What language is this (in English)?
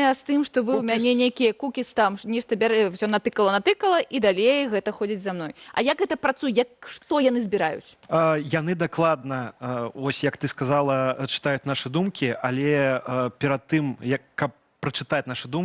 Belarusian